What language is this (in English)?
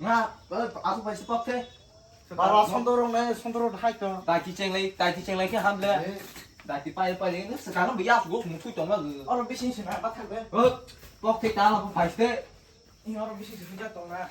Kok Borok